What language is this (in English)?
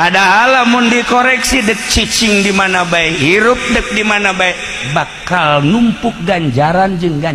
Sundanese